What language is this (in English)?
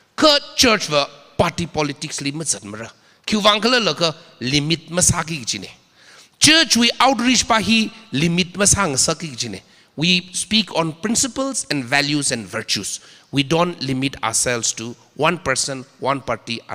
Tangkhul Naga (India)